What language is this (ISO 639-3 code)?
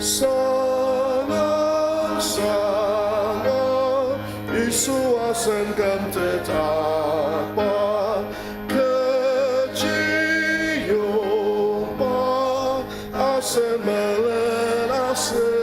njo